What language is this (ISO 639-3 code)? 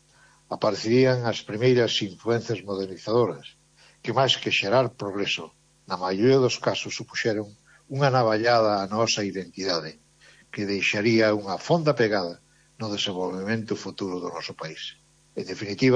glg